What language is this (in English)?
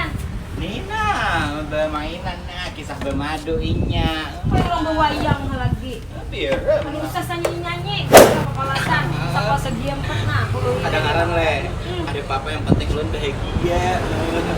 Banjar